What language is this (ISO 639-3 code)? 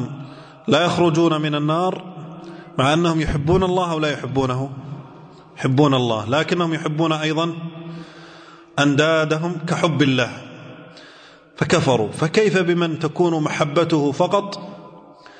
ara